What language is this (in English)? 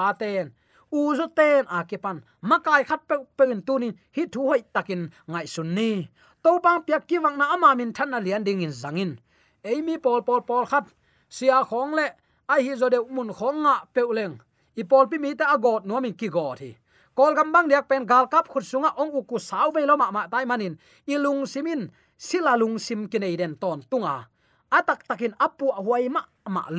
Tedim Chin